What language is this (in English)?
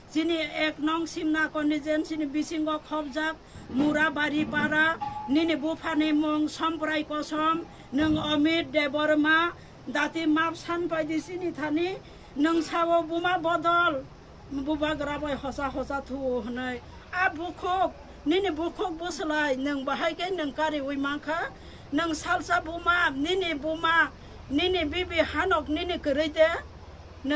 Kok Borok